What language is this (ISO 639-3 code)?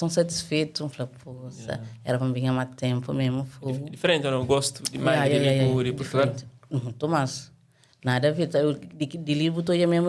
kea